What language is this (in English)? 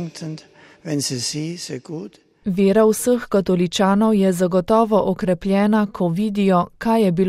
Slovenian